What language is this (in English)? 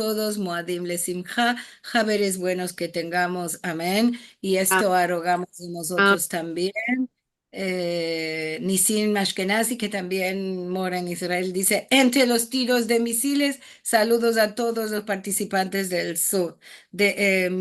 Ladino